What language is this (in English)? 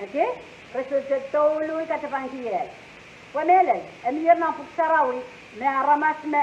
Pohnpeian